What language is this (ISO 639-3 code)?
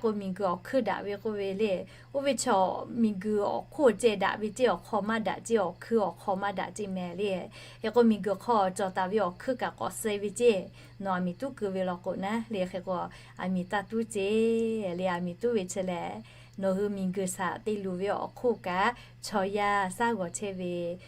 lhu